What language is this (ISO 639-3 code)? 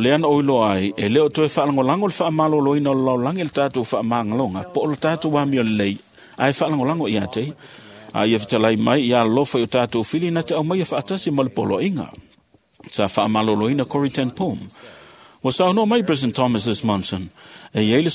smo